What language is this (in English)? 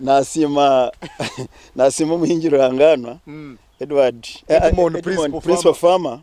Nyankole